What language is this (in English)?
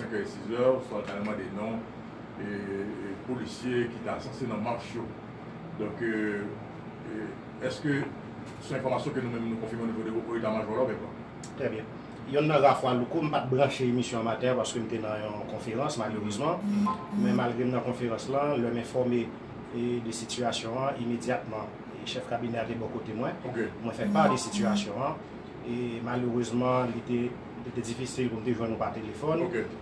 Haitian Creole